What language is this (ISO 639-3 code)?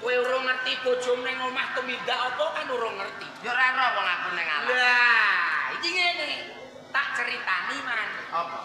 jav